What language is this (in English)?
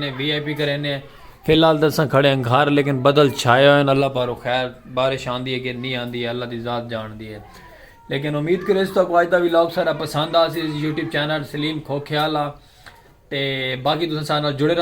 Saraiki